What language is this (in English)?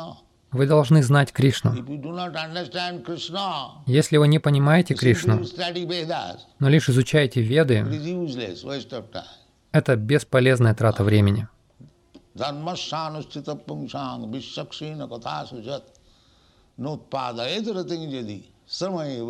Russian